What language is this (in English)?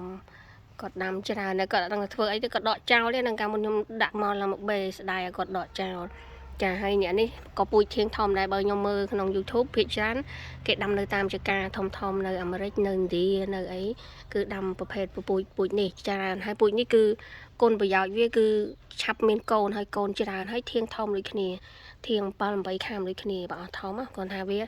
Khmer